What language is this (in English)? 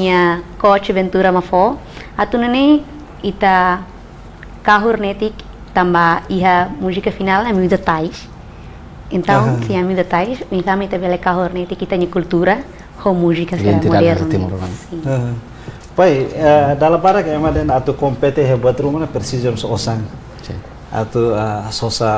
Tetum